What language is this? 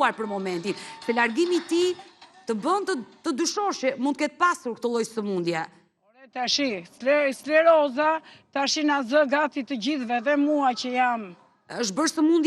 Albanian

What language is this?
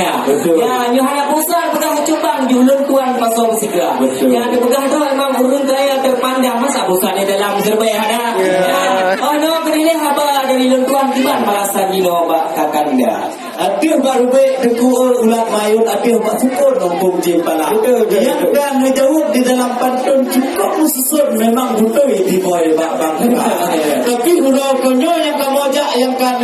Achinese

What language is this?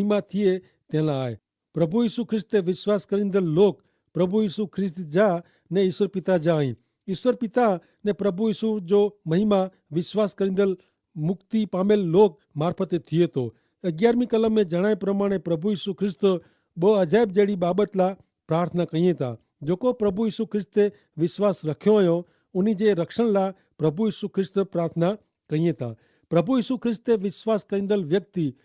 Kachhi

